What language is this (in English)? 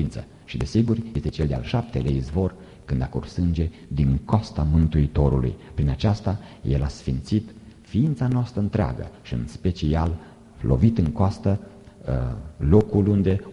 Romanian